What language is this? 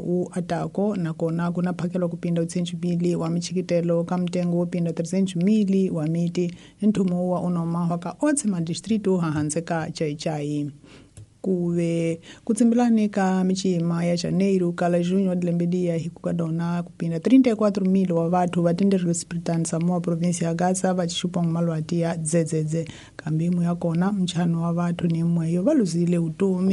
Tsonga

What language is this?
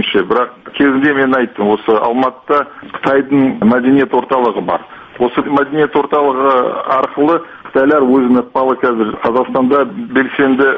Kazakh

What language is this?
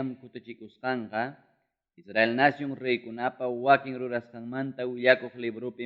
Ayacucho Quechua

